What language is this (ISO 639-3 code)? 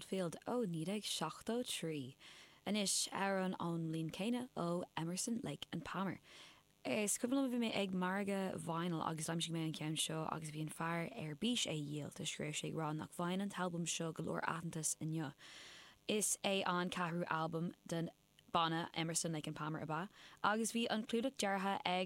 gle